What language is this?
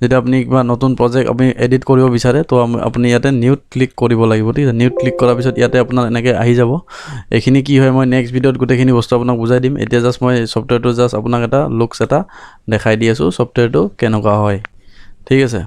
Assamese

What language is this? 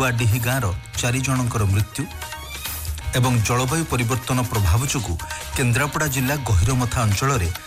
Odia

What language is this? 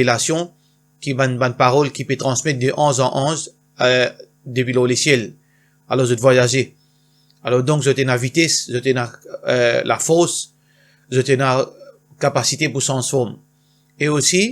Morisyen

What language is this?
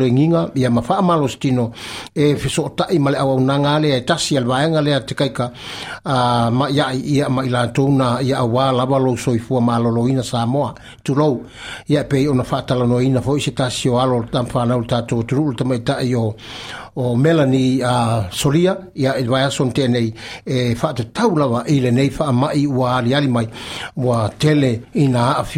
Samoan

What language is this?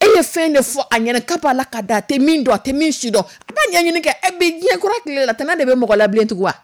Dyula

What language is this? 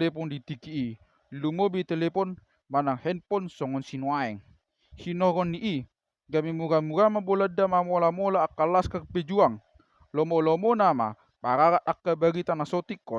Batak Toba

